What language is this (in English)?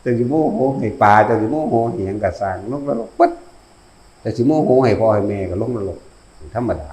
Northeastern Thai